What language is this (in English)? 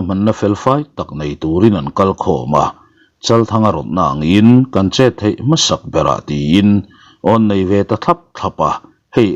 Mizo